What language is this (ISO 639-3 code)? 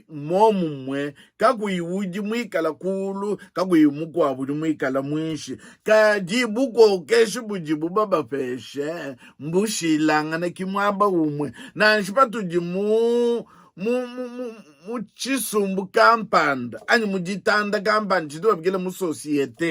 lua